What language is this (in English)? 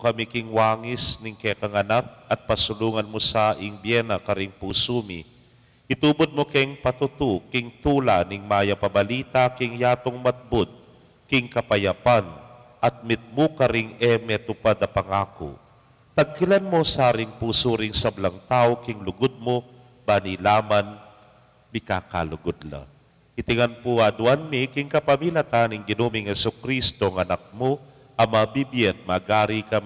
Pampanga